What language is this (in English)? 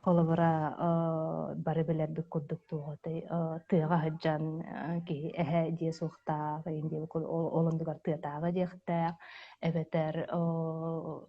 Yakut